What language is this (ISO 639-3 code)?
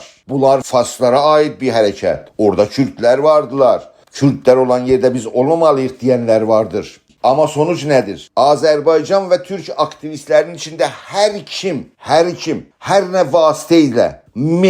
azb